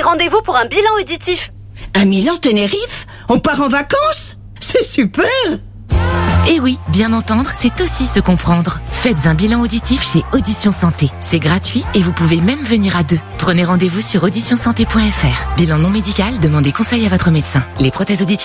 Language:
French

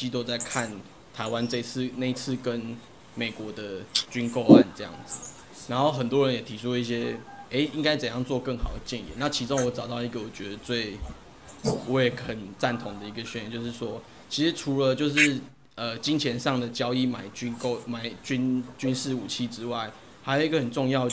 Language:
Chinese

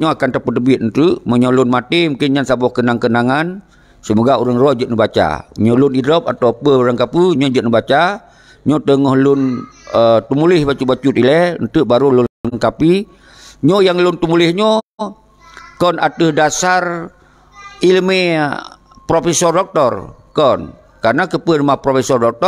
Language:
Achinese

